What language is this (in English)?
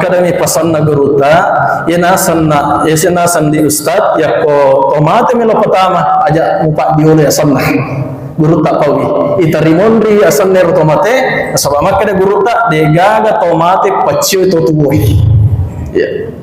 Buginese